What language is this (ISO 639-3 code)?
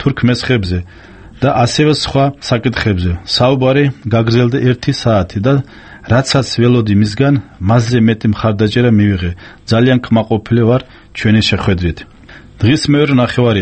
kat